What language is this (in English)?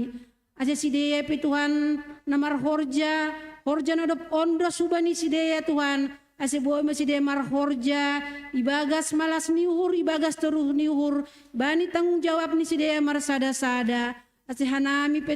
Batak Simalungun